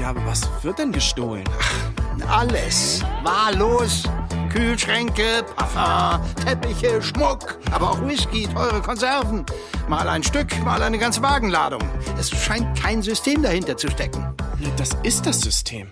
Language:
Swiss German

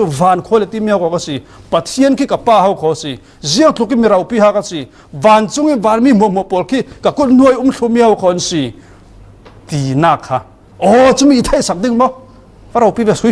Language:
Falam Chin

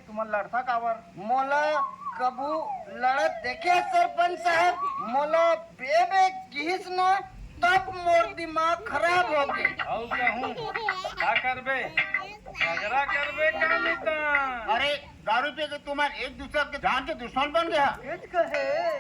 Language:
Chhattisgarhi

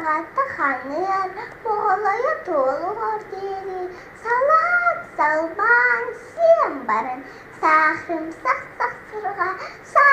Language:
Yakut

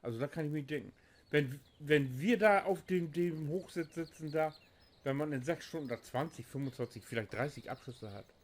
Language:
Low German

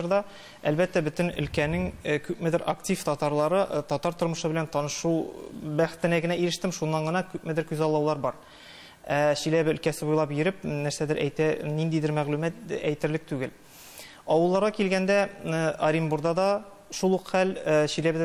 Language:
Tatar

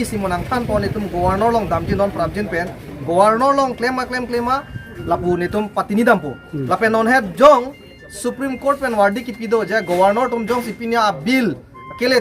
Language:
Karbi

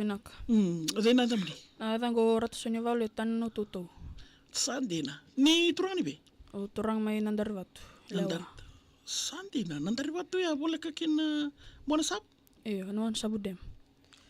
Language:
Fijian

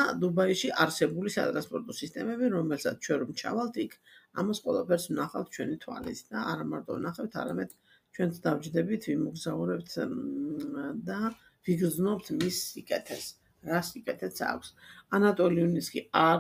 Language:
Georgian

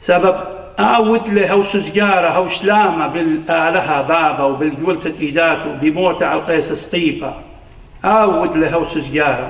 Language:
Assyrian Neo-Aramaic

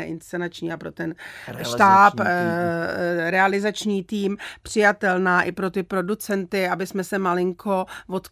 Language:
Czech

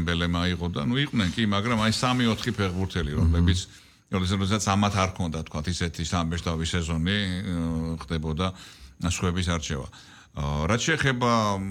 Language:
Georgian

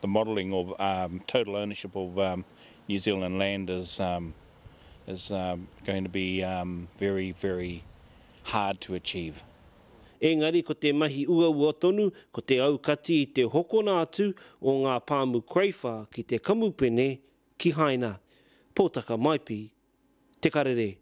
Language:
Māori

